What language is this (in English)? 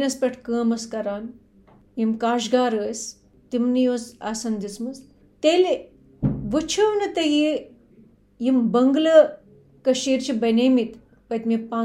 Kashmiri